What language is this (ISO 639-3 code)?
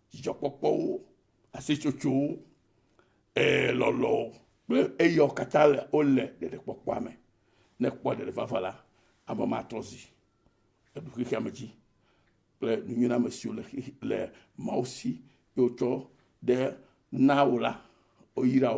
ewe